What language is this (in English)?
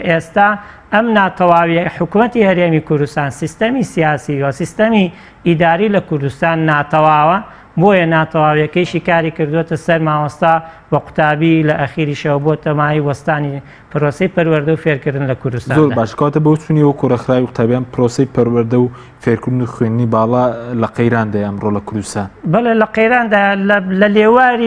Central Kurdish